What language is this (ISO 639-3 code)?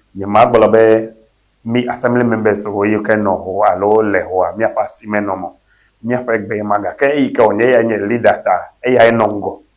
ewe